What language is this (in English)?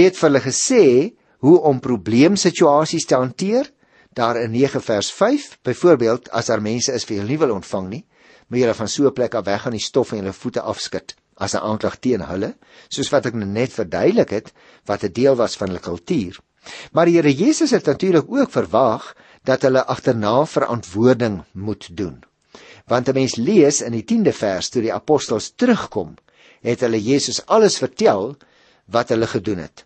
Afrikaans